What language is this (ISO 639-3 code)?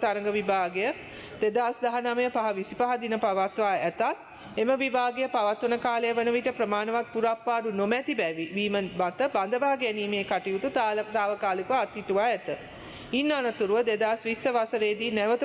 sin